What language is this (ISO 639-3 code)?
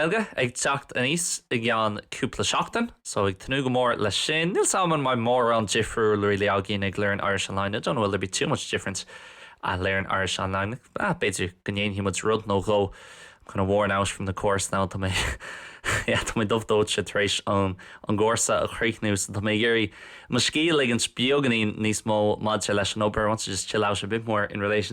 gle